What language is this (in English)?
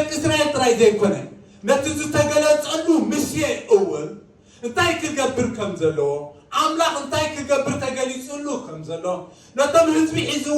Tigrinya